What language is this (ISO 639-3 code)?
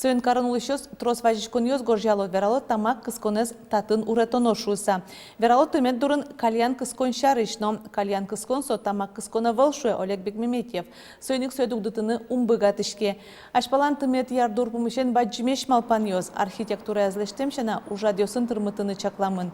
udm